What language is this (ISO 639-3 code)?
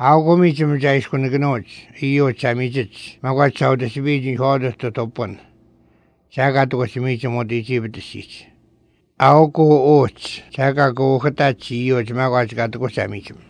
srp